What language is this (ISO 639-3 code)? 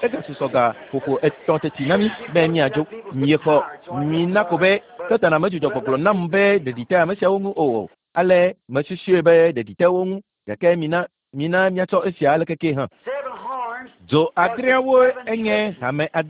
ewe